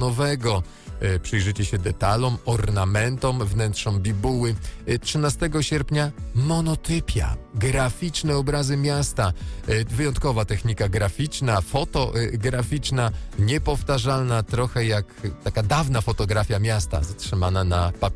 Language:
Polish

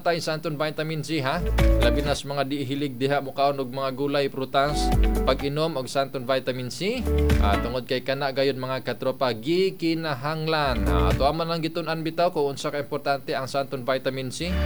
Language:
Cebuano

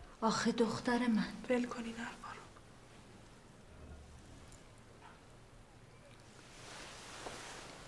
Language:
Persian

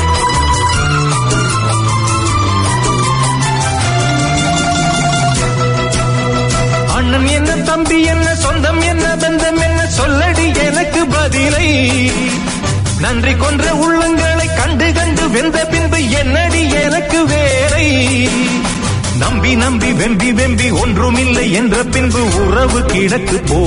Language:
Tamil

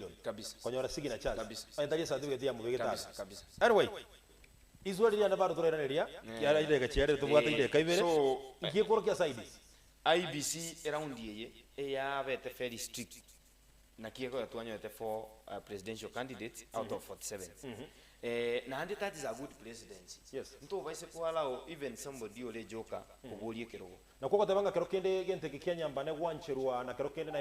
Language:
Gusii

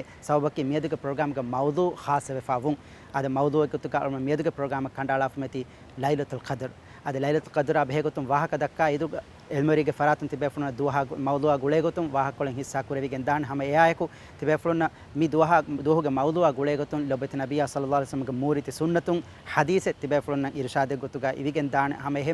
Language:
Divehi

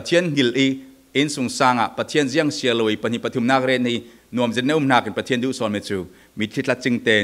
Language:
Falam Chin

